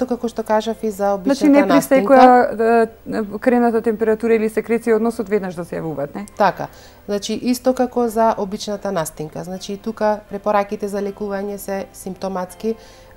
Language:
Macedonian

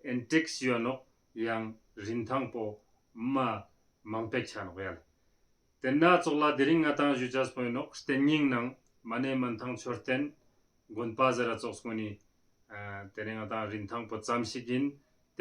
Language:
Ladakhi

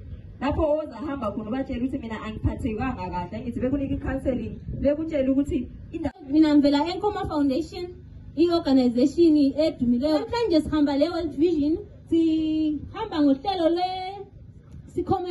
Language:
North Ndebele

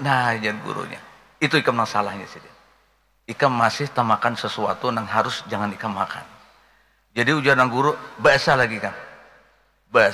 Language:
Banjar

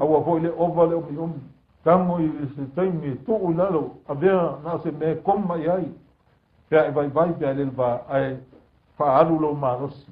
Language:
Samoan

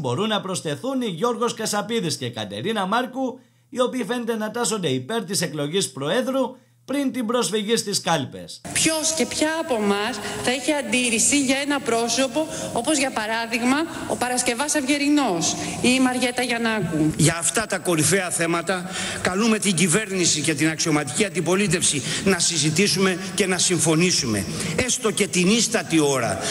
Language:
Greek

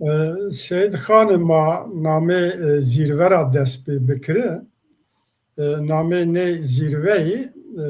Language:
Zaza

